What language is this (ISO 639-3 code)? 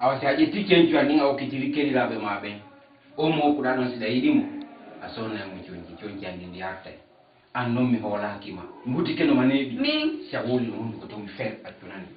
ful